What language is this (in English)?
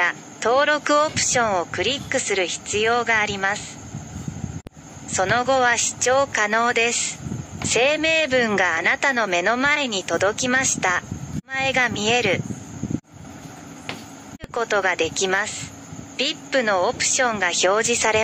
Japanese